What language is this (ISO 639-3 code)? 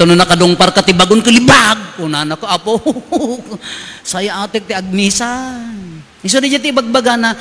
ilo